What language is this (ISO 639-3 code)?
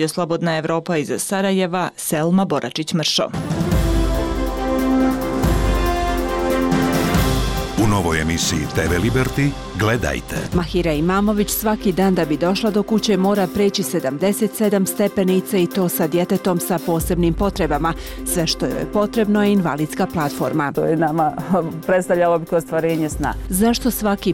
bos